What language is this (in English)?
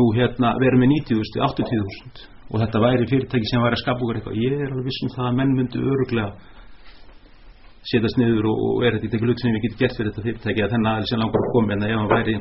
Icelandic